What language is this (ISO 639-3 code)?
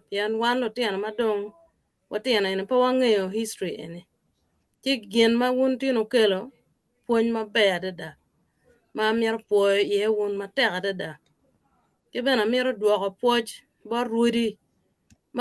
ach